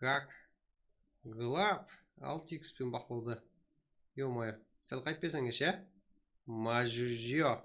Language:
Kara-Kalpak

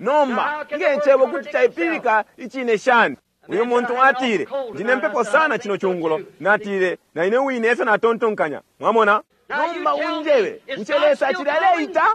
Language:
Bemba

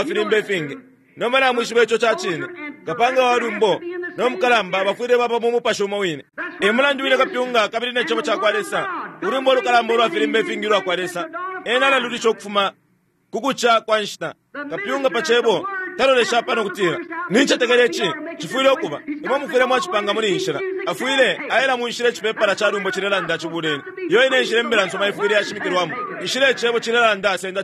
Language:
Bemba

